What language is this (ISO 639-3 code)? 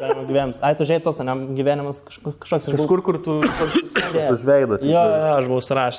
lit